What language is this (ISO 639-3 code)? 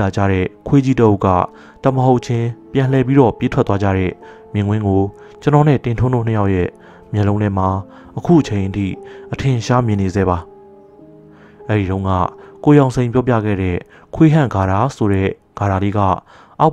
mya